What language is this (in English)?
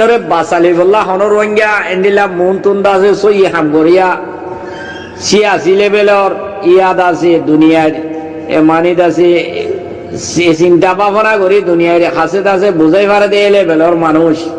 Rohingya